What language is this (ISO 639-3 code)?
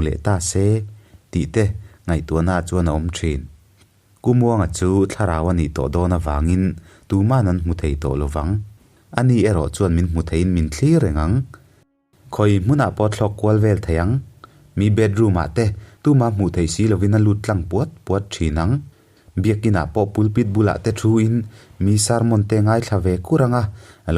lus